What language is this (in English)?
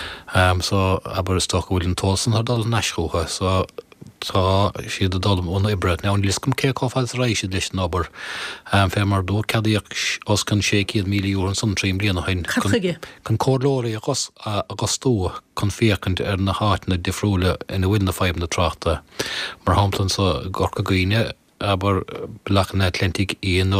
Irish